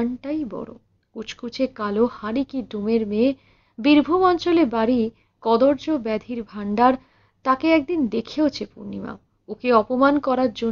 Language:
Bangla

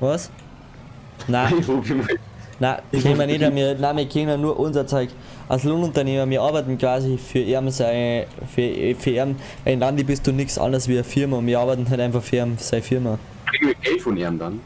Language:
Bavarian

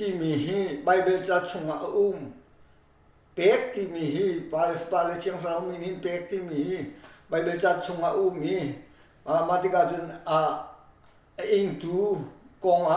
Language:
Hakha Chin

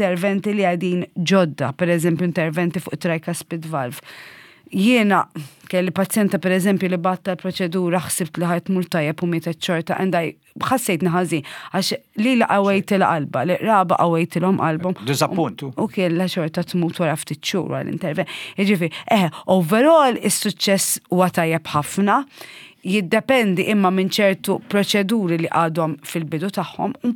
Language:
Maltese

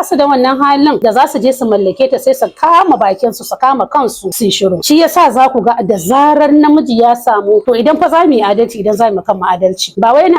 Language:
Hausa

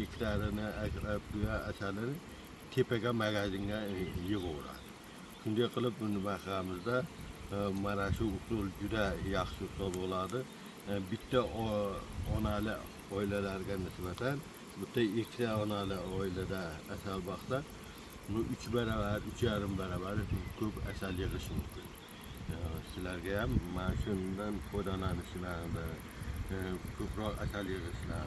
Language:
Uzbek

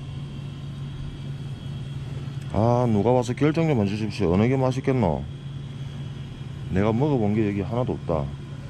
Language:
Korean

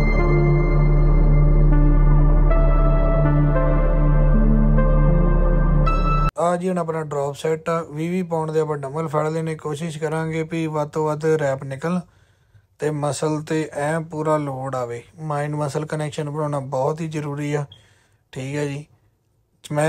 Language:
Punjabi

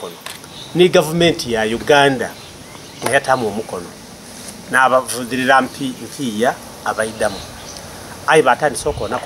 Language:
Soga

